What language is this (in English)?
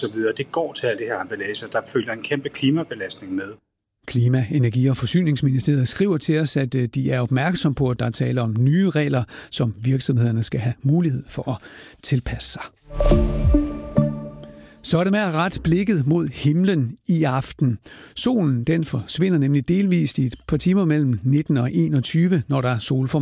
Danish